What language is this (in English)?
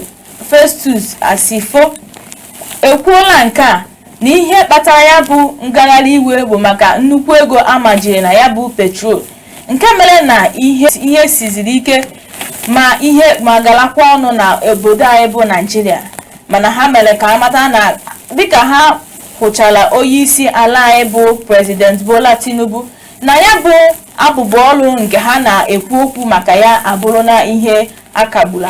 Igbo